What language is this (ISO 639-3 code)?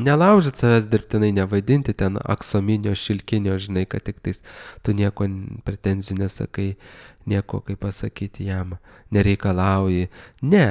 lit